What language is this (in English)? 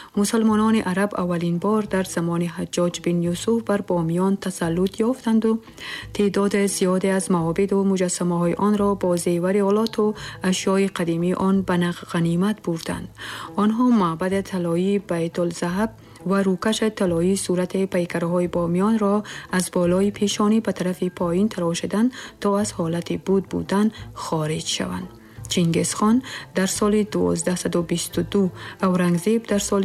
Tajik